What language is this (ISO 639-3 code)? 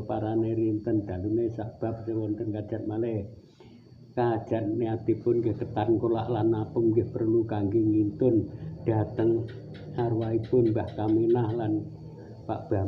jav